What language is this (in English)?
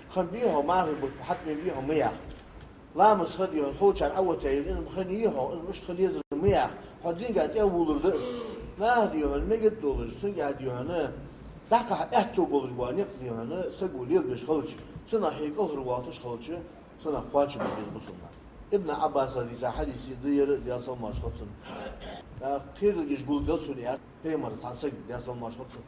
Ingush